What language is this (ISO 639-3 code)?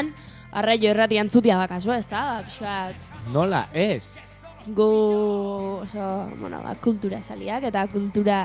eus